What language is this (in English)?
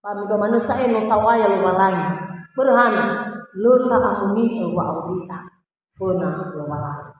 Nias